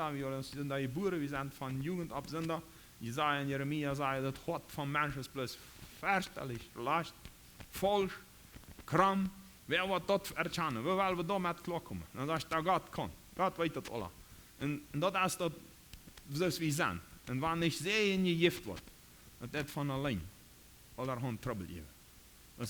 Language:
Plautdietsch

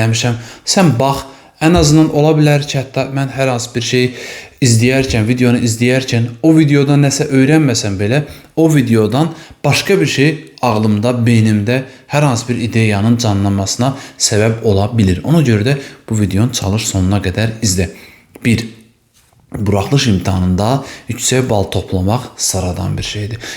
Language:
Azerbaijani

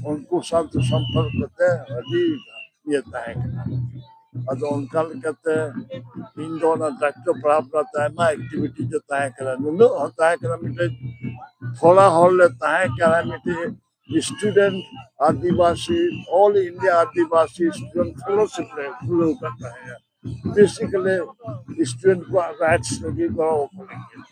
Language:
Santali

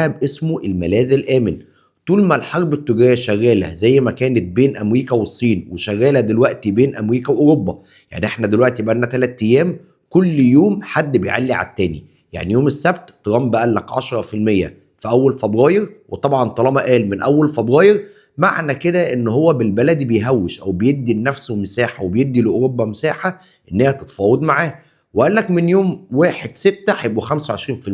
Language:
Egyptian Arabic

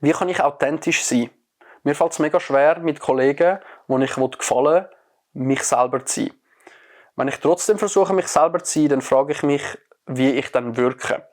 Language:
Swiss German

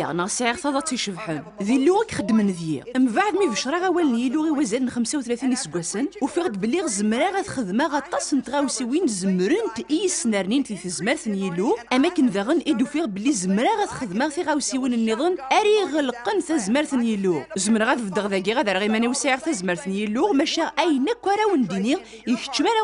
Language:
Kabyle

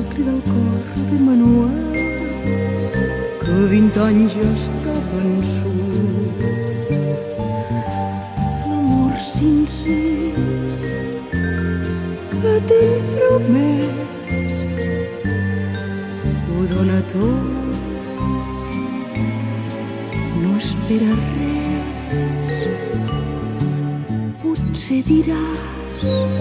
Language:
Catalan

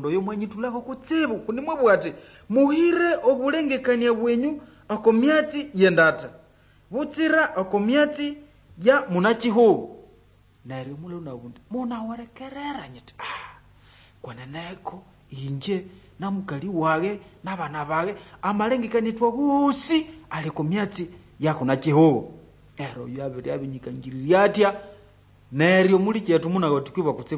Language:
Nande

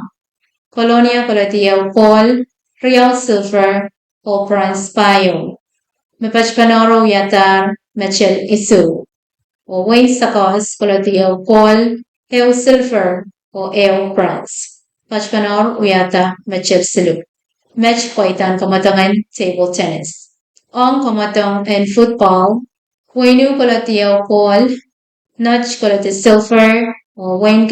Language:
Pohnpeian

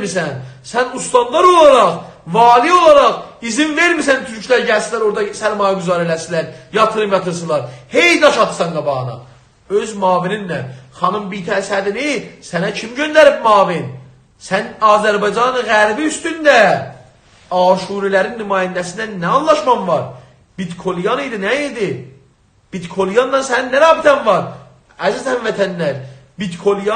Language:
South Azerbaijani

